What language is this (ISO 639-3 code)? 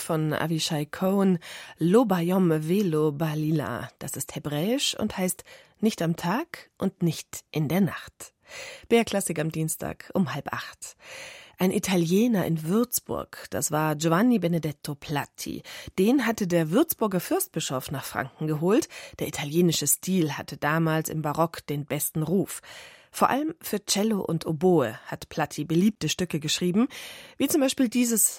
deu